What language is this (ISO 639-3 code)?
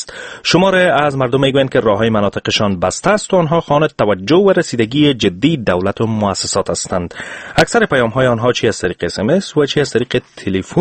fas